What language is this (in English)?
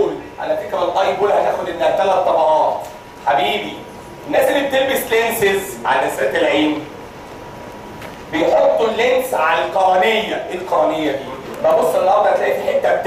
Egyptian Arabic